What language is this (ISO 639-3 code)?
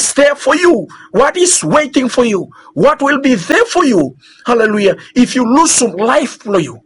bis